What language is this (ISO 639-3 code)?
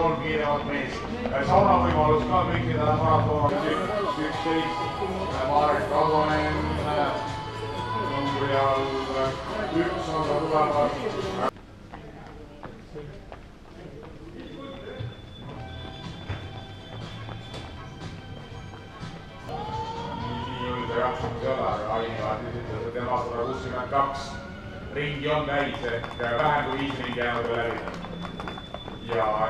est